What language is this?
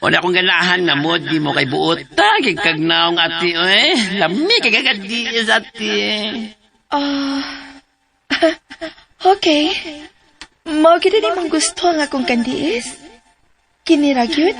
Cebuano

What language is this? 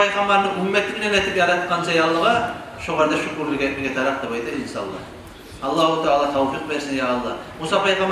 Kumyk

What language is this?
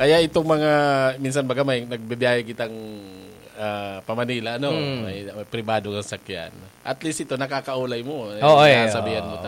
Bikol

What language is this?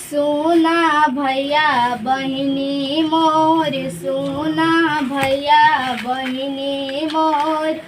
Magahi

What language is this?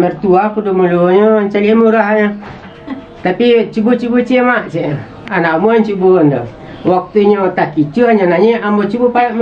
Minangkabau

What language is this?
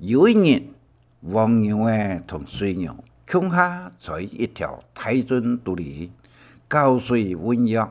Hakka Chinese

